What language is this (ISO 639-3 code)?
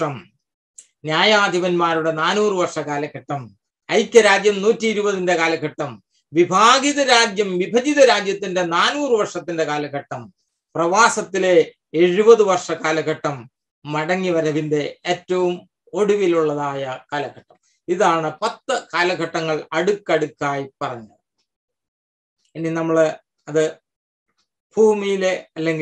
mal